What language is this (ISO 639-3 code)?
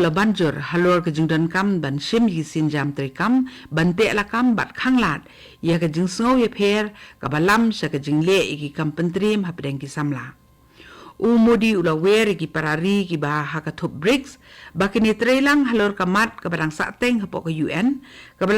kha